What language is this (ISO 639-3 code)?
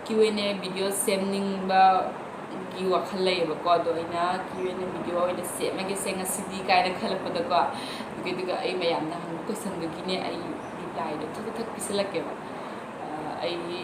mni